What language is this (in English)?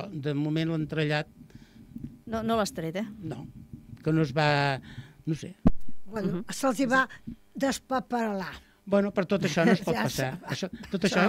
Catalan